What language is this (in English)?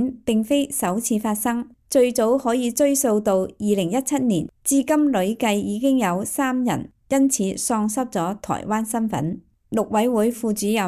Cantonese